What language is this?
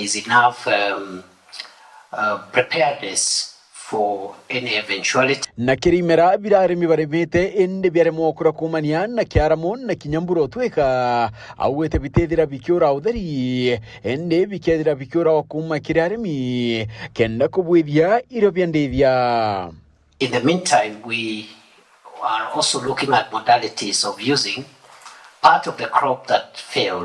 Meru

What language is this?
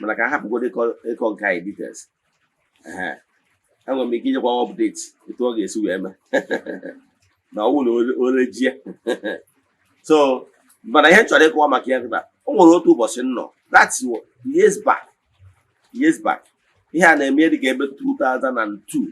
Igbo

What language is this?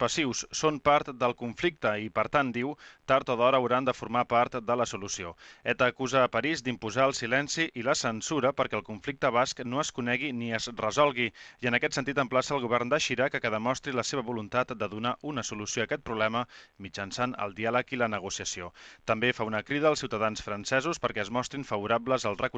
Catalan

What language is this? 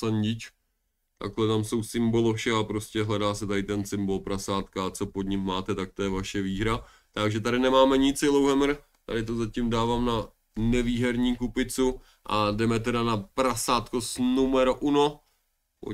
Czech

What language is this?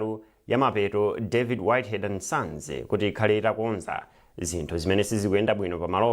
Nyanja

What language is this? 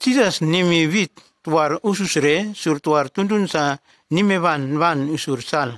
Nume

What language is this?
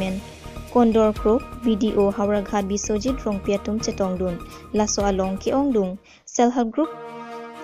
Karbi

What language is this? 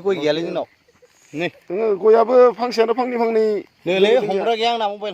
Bodo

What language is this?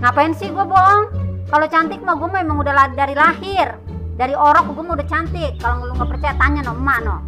Betawi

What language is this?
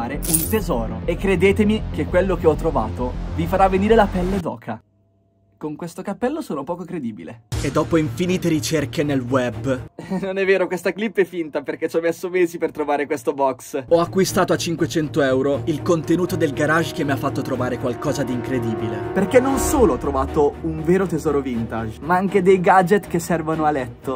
Italian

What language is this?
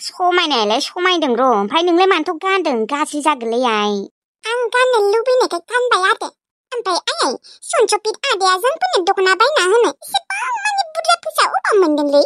Bodo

